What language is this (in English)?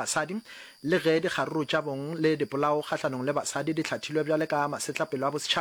Northern Sotho